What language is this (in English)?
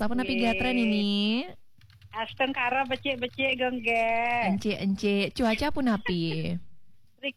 Balinese